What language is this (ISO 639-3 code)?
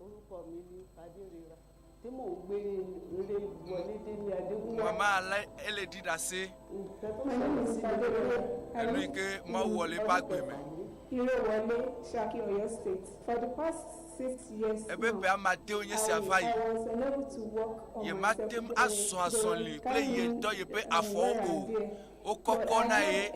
ewe